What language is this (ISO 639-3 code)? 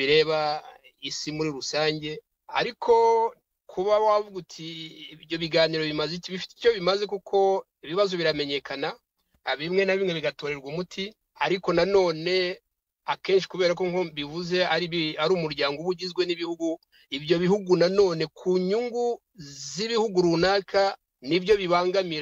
kin